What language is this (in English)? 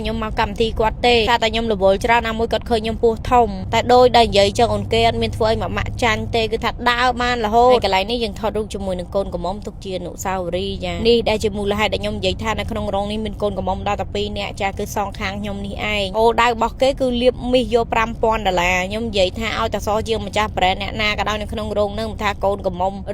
Khmer